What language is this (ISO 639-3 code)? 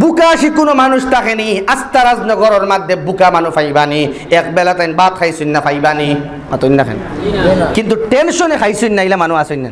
syl